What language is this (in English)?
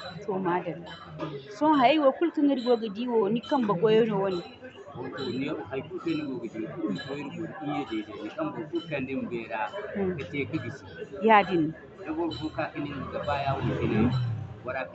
Zarma